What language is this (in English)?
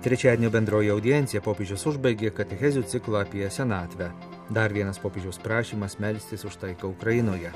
Lithuanian